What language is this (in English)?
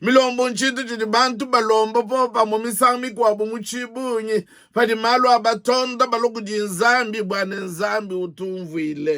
Luba-Lulua